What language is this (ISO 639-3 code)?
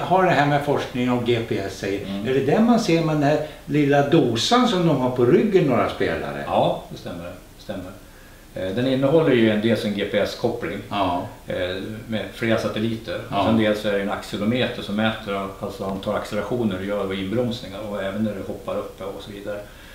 swe